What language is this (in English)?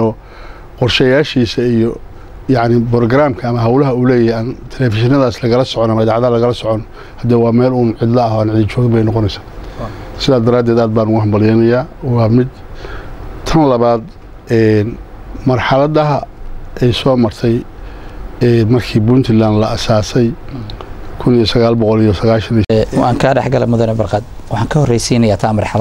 Somali